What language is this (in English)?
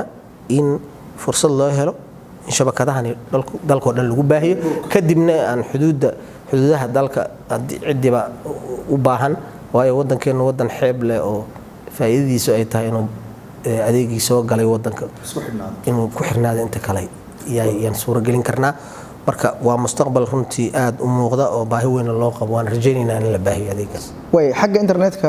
Somali